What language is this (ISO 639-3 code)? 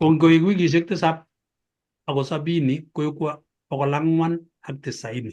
kln